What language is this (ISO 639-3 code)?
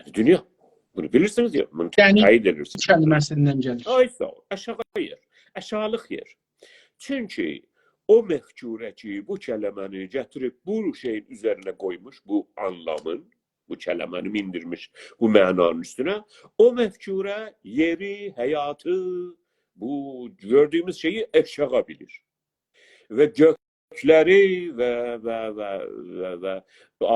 azb